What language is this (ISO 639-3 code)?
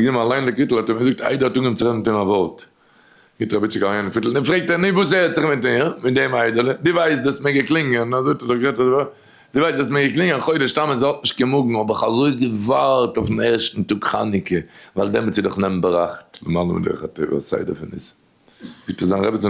yid